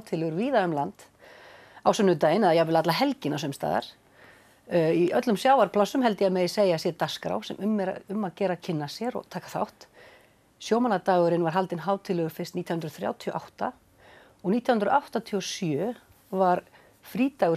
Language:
Icelandic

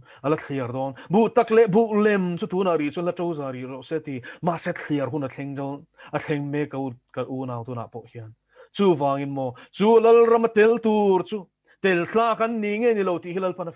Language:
Mizo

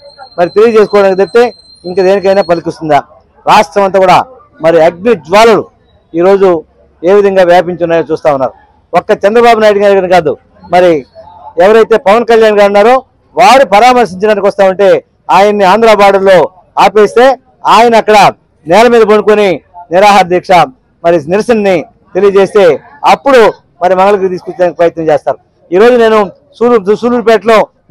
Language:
Telugu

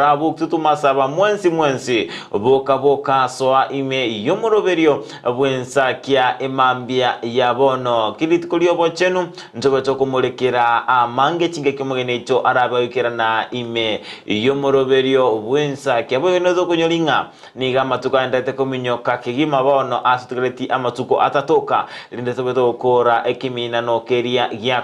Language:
Gusii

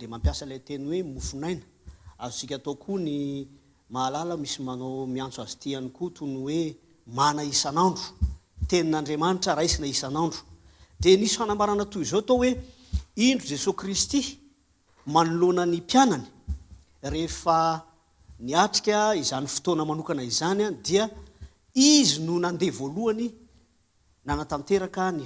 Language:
Malagasy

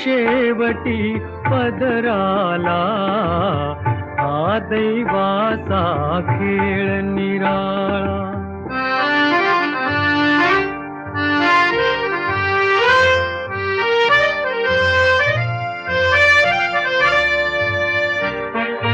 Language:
Marathi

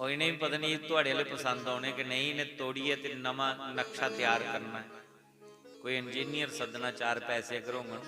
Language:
Dogri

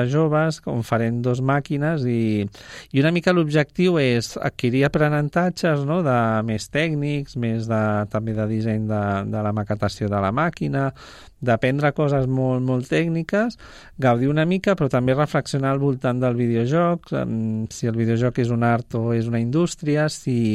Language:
Catalan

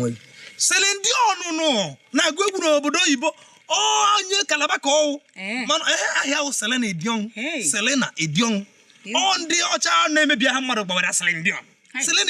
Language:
Igbo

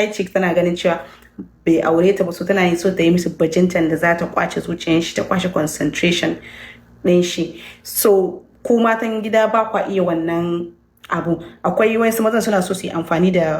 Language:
Hausa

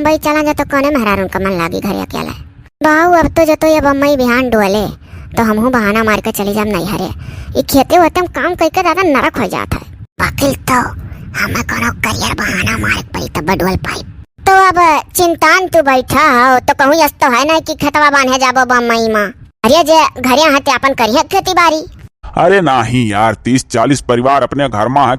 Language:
Awadhi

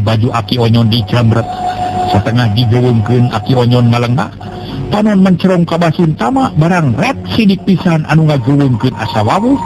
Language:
Sundanese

